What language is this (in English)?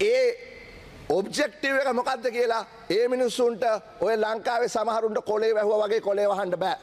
Sinhala